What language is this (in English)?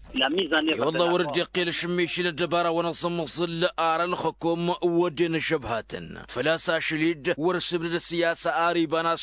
Tamasheq